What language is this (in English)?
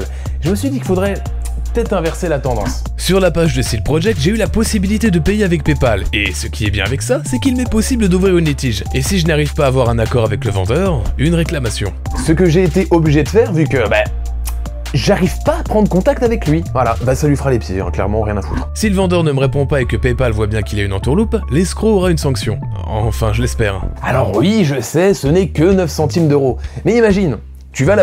French